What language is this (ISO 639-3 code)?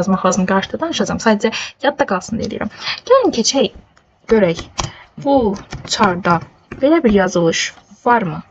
aze